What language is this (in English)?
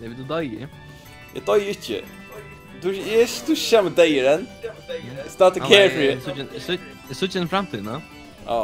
Faroese